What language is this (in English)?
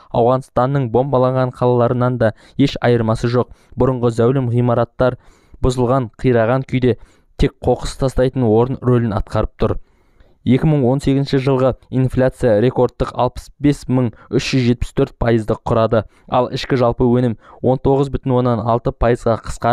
Kazakh